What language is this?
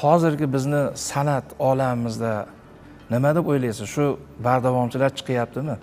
Uzbek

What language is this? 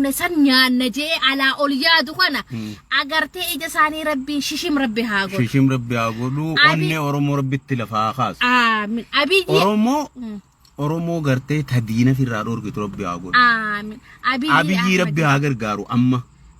Oromo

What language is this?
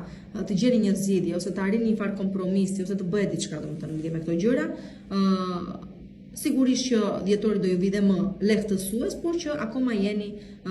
Albanian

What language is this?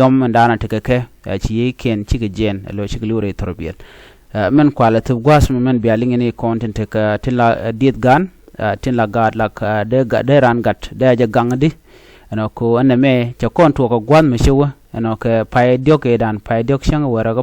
Nuer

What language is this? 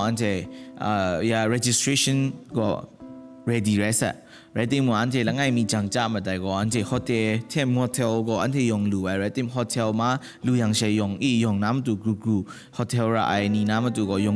Kachin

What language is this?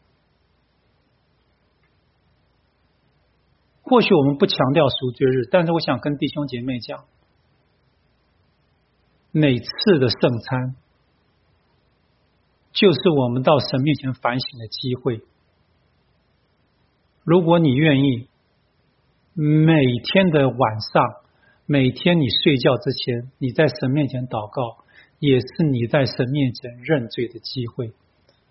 Chinese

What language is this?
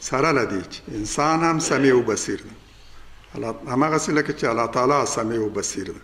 Pashto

